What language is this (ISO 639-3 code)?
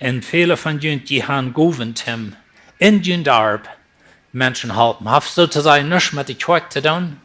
pdt